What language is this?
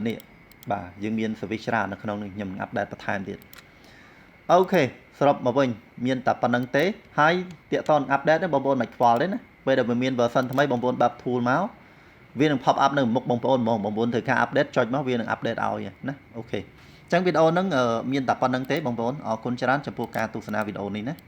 Khmer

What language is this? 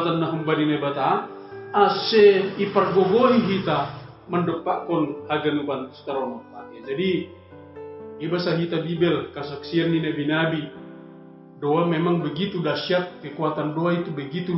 Batak Simalungun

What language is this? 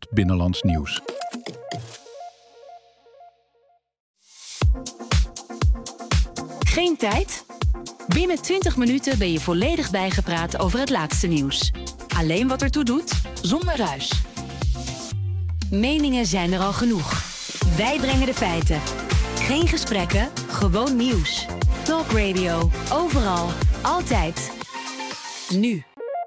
Dutch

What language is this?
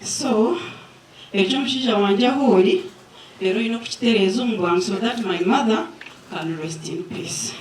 Nyankole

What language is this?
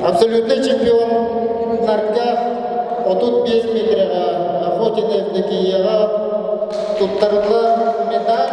Yakut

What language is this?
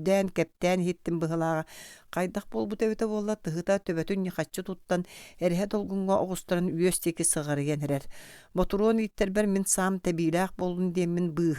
Yakut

